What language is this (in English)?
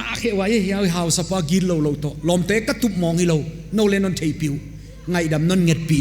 Paite Chin